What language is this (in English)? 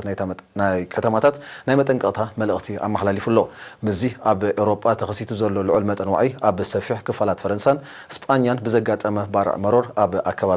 Tigrinya